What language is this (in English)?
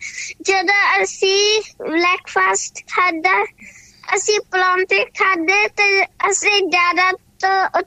Punjabi